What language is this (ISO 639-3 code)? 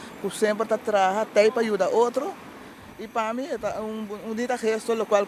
pap